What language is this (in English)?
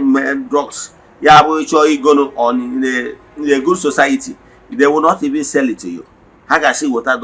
Igbo